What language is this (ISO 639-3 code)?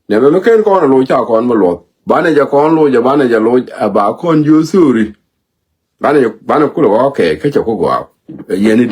nus